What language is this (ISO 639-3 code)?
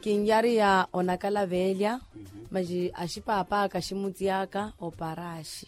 vmw